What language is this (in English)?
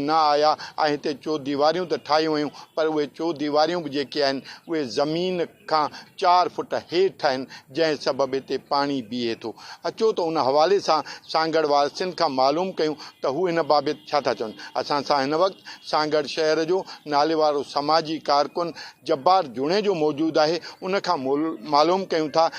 Sindhi